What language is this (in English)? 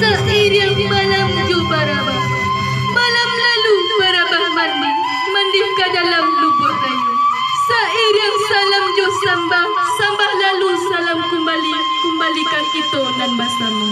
Minangkabau